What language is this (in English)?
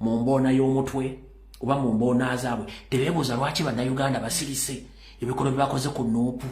Ganda